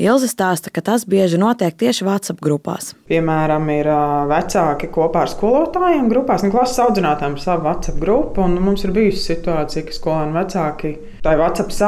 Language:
Latvian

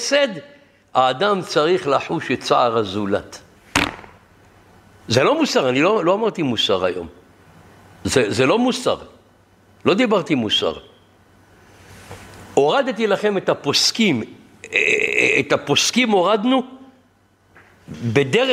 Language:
Hebrew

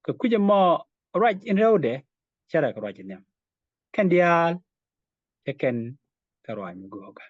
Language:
Nuer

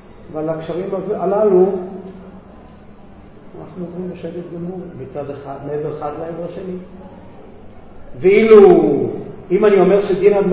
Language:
Hebrew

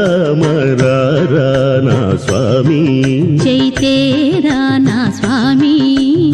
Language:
Telugu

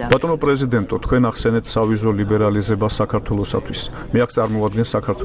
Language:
Georgian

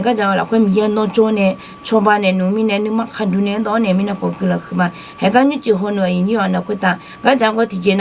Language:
Akha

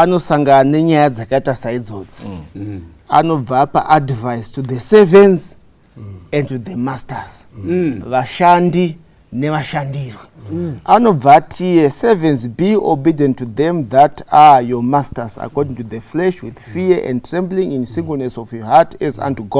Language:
Shona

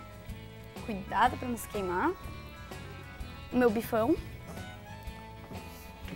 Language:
Portuguese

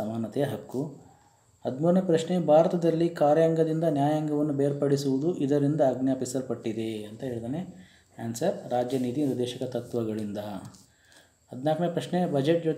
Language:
Kannada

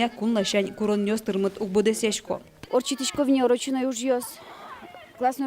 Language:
Udmurt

